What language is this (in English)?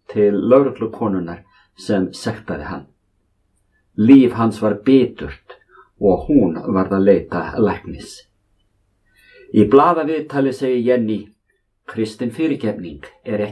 Icelandic